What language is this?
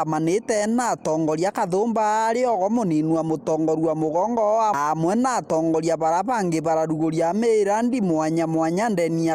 Meru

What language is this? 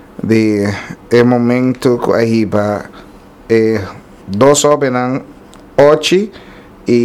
Papiamento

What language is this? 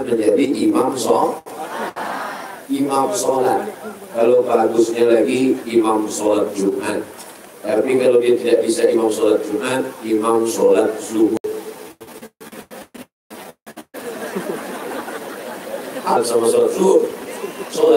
Indonesian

